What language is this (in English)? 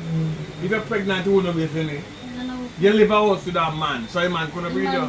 Jamaican Creole English